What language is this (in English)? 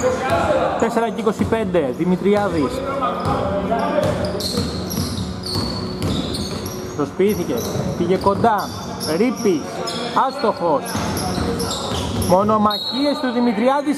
Greek